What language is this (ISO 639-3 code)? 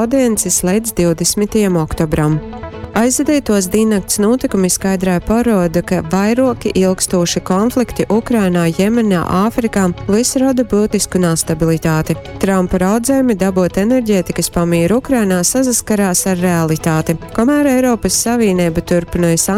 ltg